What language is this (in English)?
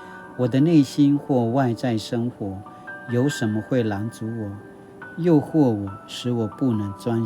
Paiwan